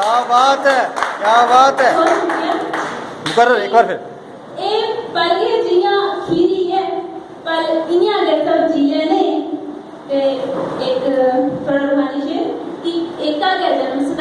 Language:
Dogri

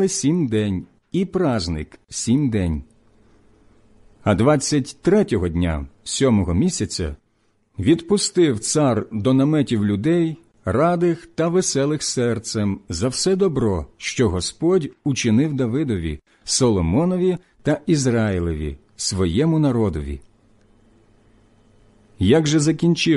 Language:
Ukrainian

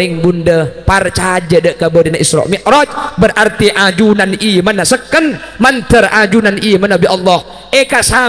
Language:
Madurese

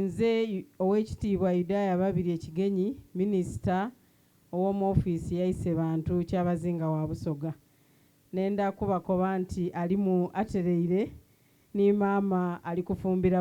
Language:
Soga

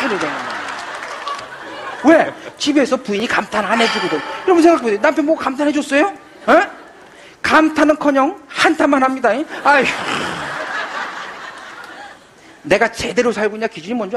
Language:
Korean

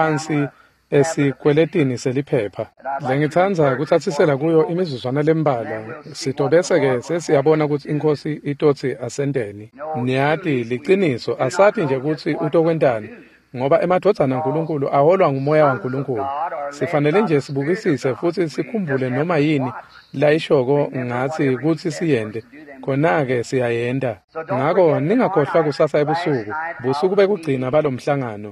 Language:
Swati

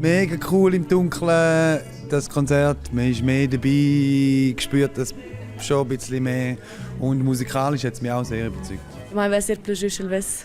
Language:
Romansh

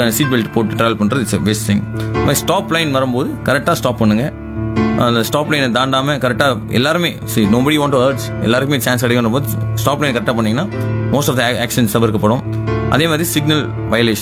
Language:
Tamil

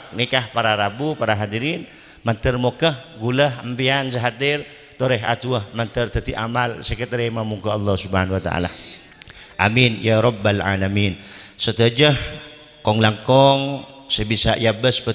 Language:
Madurese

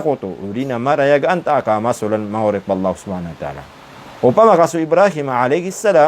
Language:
Maranao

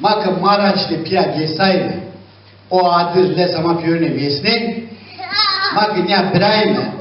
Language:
Zaza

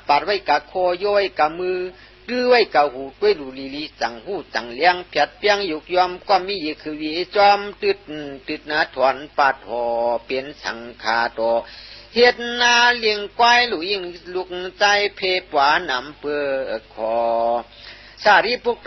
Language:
Shan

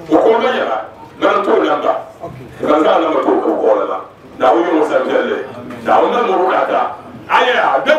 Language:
Dagbani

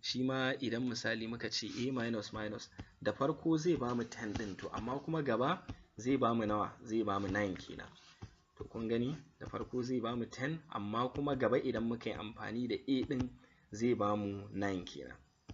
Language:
Hausa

